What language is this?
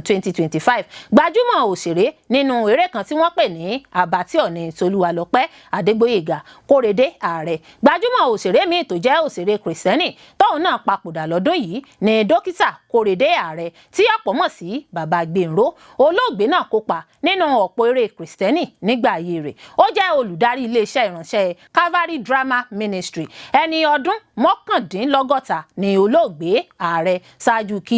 Yoruba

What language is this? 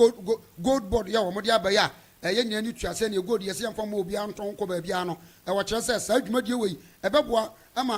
Akan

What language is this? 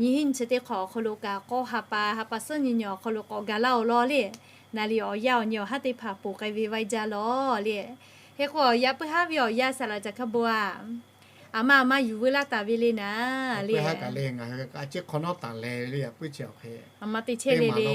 Lahu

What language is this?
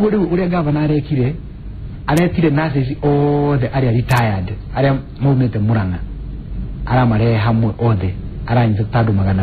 Kikuyu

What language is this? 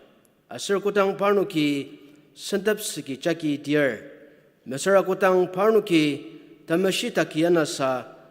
Ao Naga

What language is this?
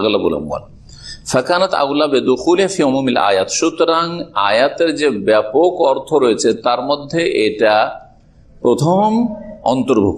Bangla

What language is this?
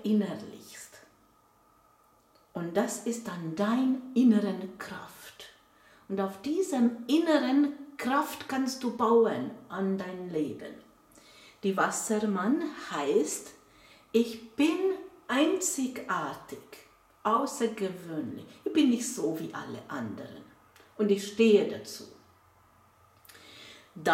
German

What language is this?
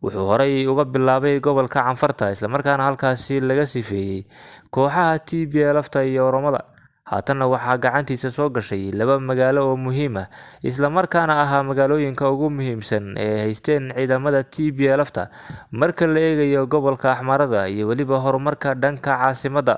Somali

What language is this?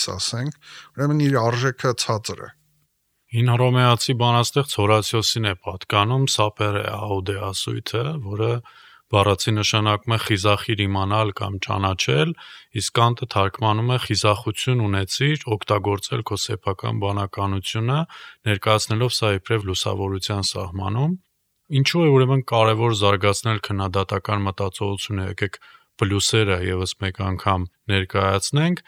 Armenian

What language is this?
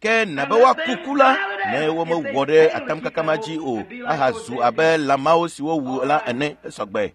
Ewe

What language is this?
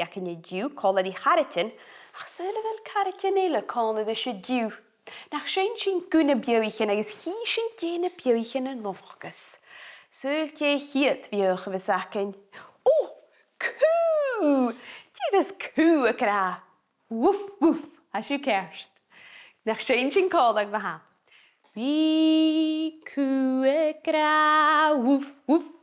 Scottish Gaelic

